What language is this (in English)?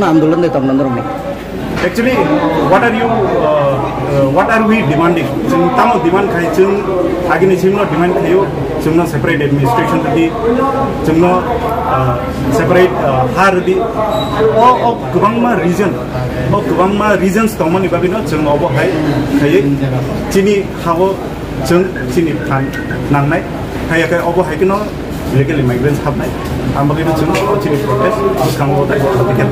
Kok Borok